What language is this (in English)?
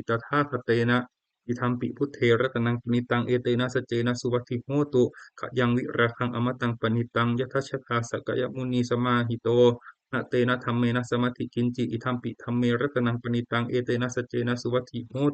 Pali